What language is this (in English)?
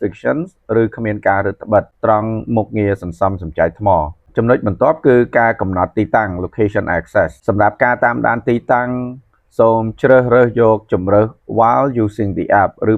Khmer